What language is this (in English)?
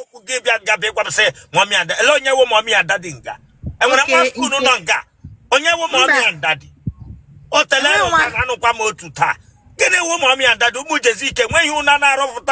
Igbo